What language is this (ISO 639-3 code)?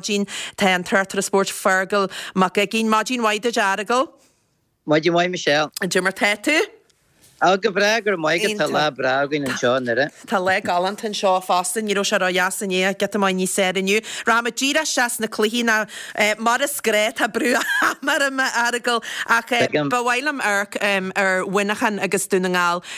gle